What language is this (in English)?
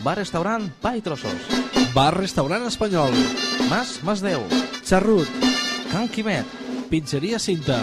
Catalan